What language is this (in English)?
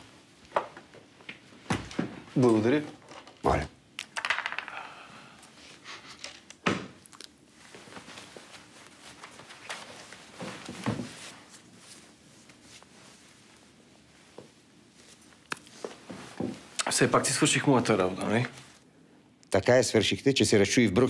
Bulgarian